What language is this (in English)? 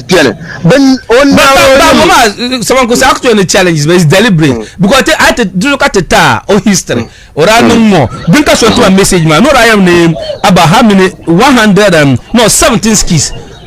Dagbani